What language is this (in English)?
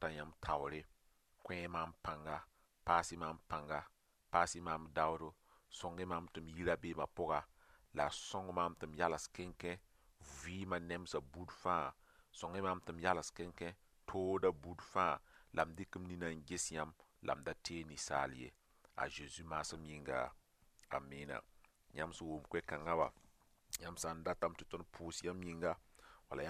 Mossi